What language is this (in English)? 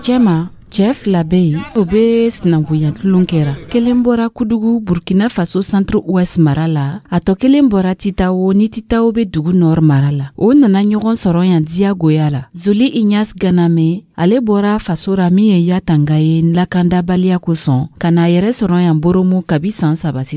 Dyula